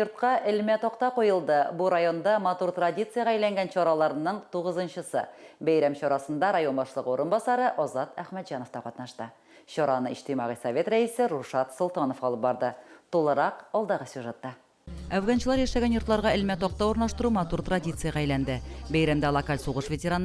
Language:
Tatar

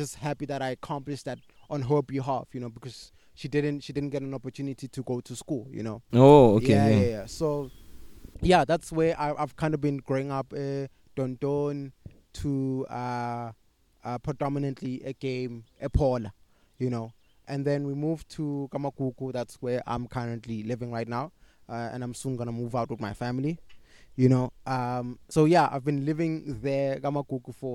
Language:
English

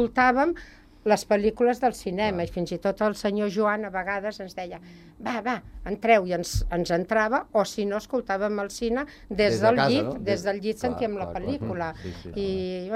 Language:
Catalan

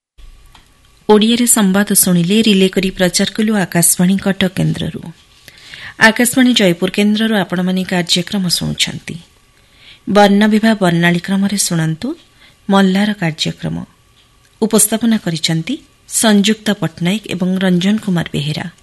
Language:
Odia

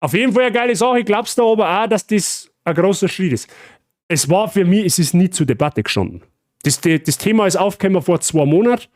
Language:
Bavarian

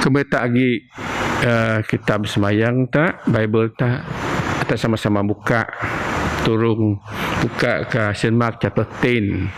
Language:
Biatah Bidayuh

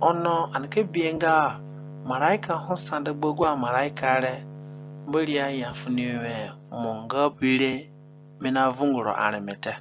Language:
Zande (individual language)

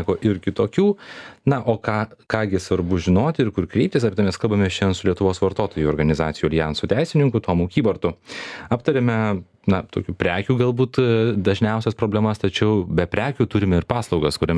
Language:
Lithuanian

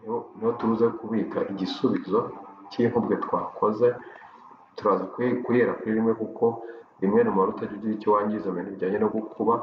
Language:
Kinyarwanda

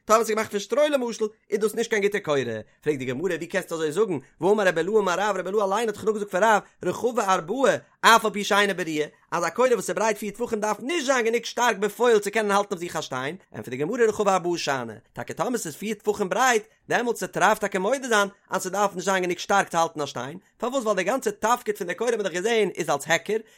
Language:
Yiddish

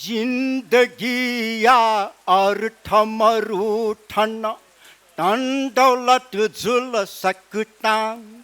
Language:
Newari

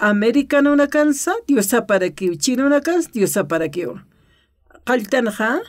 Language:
Aymara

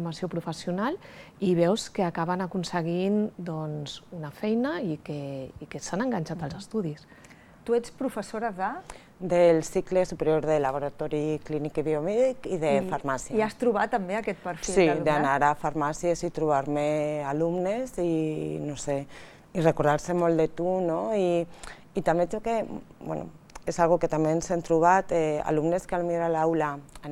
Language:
Catalan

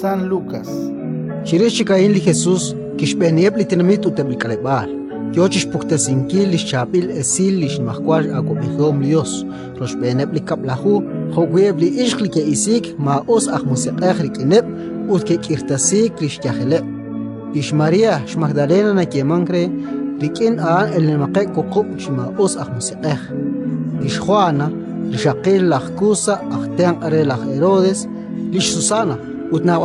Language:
Kekchí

